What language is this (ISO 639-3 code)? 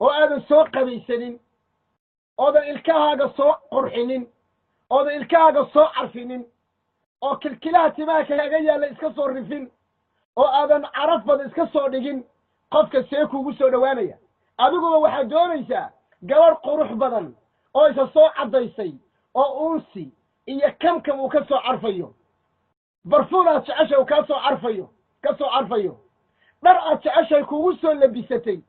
som